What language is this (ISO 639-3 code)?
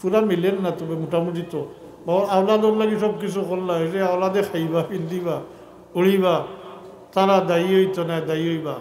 syl